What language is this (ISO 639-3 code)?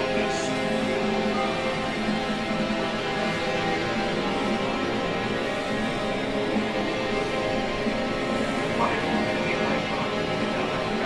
fin